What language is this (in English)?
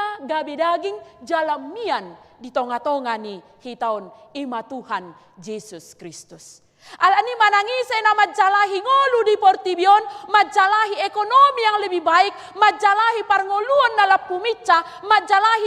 Batak Toba